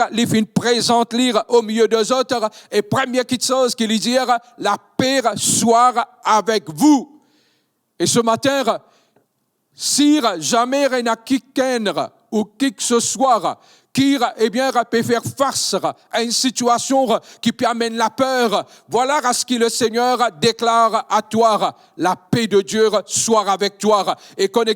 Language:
Morisyen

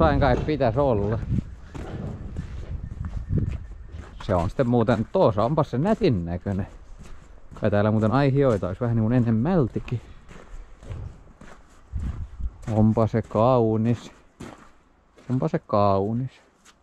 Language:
Finnish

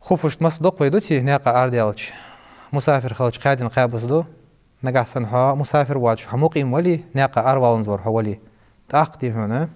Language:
Ingush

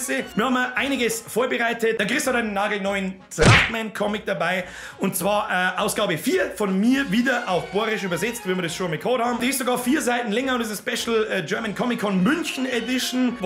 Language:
Bavarian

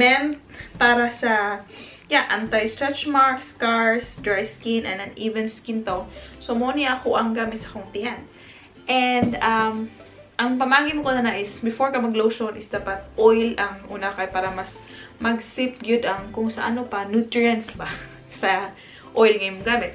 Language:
Cebuano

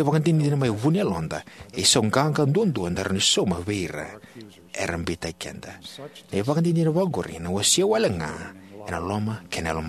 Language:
Fijian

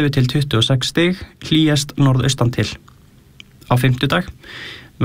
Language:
Icelandic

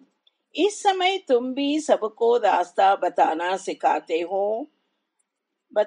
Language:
Hindi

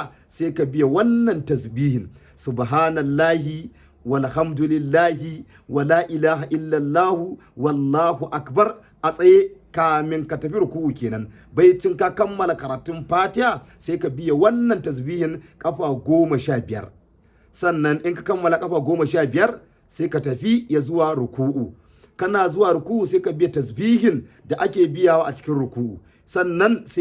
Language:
Hausa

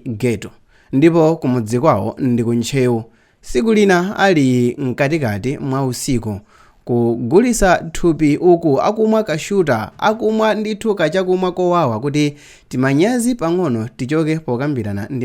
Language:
Nyanja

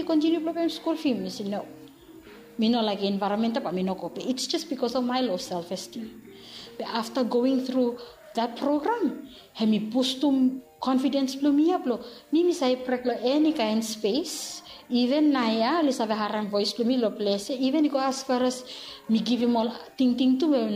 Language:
Bislama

